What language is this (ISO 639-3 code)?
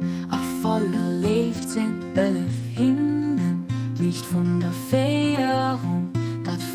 ltz